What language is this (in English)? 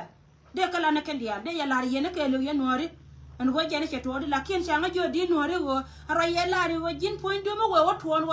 Nuer